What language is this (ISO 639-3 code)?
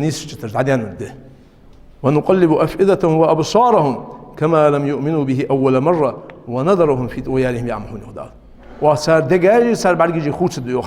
inh